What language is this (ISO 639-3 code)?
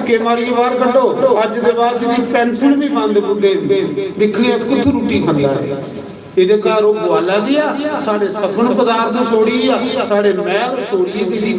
doi